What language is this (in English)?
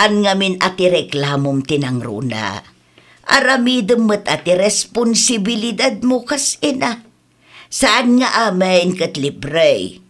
Iloko